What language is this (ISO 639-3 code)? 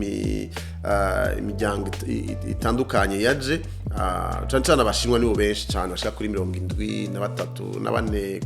run